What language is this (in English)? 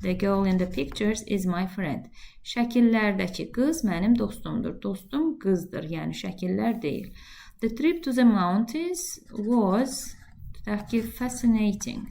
Azerbaijani